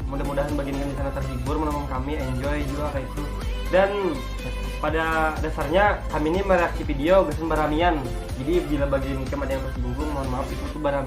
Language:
Banjar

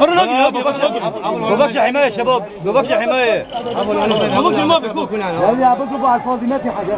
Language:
Kurdish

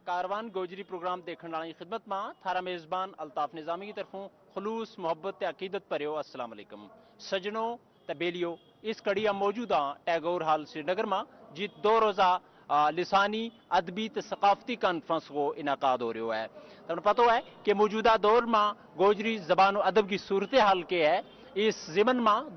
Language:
Gujari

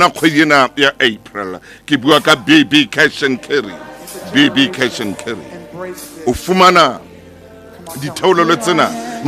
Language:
Southern Sotho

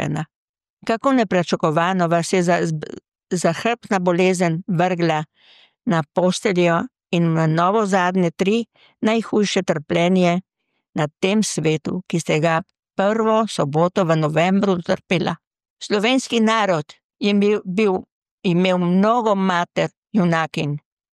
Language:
Slovenian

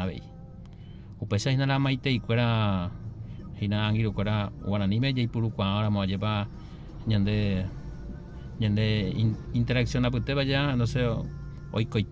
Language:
Guarani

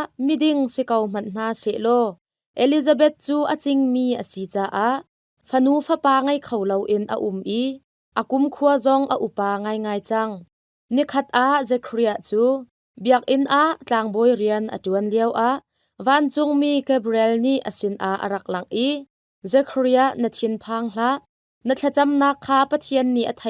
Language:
Hakha Chin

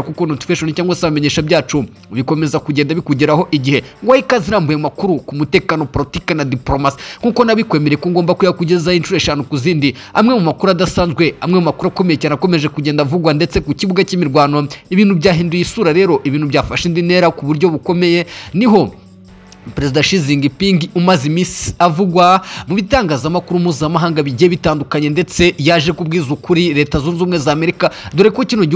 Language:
Kinyarwanda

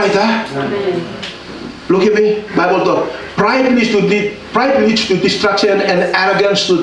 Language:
Tok Pisin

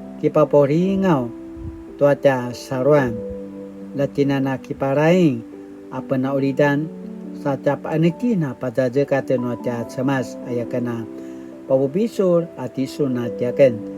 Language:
Paiwan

